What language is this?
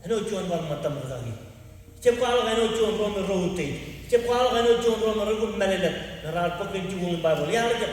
Marshallese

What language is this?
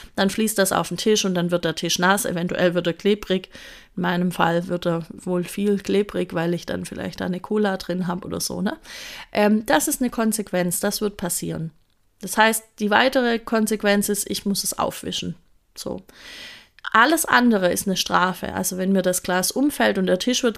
German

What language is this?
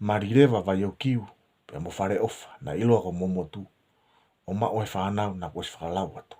Tongan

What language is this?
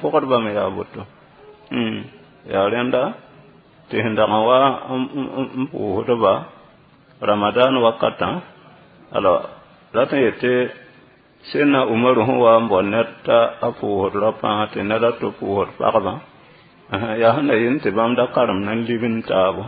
Mossi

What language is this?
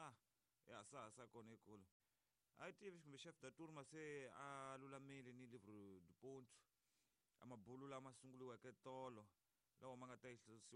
Tsonga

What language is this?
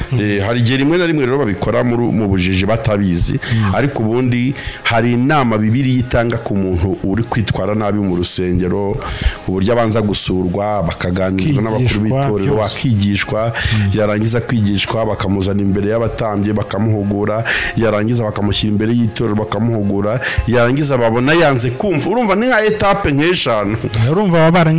Kinyarwanda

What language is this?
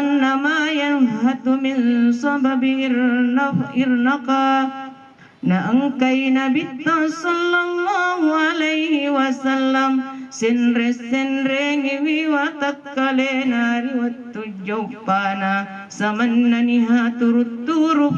Buginese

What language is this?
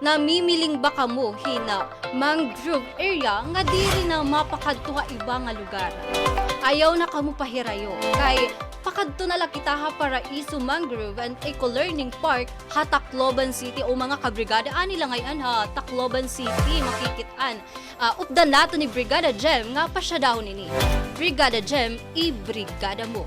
Waray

